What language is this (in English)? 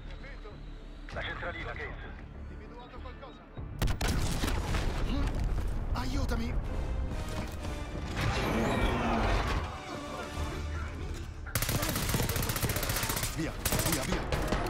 Italian